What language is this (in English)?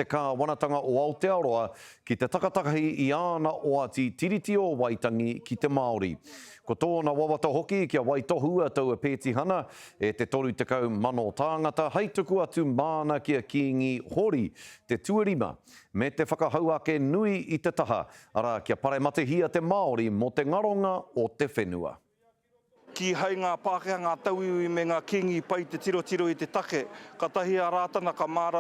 Māori